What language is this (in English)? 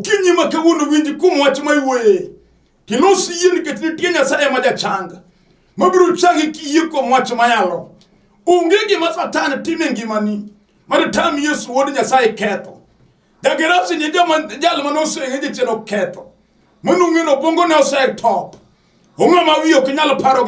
Luo (Kenya and Tanzania)